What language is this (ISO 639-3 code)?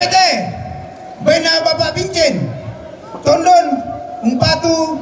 sda